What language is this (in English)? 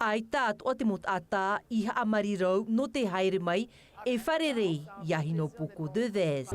Tahitian